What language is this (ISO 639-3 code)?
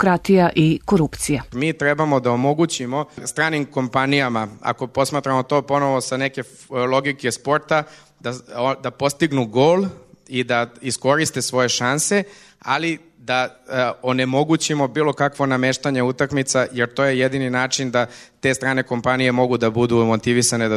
srp